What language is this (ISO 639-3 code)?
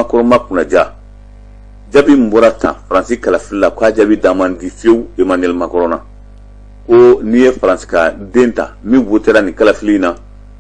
bam